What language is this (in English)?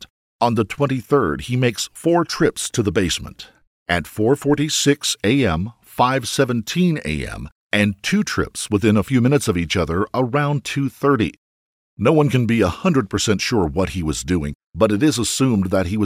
English